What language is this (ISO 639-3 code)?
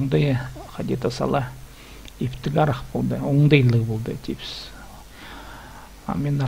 kaz